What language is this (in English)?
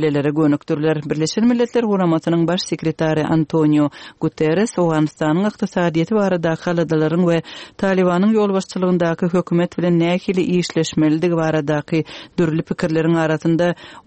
Turkmen